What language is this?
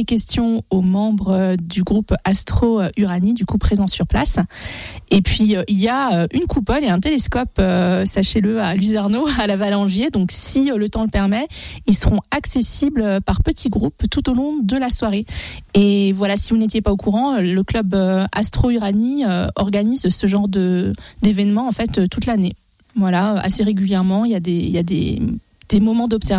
French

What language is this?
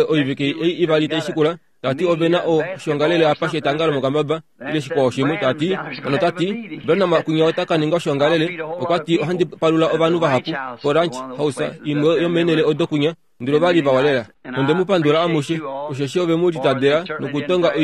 Kuanyama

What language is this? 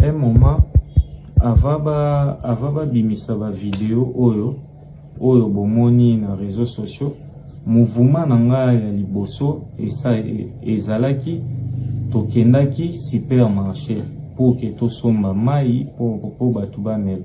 Lingala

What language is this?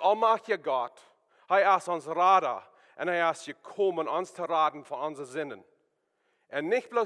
Plautdietsch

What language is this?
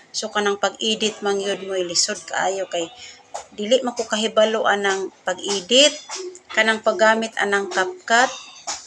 Cebuano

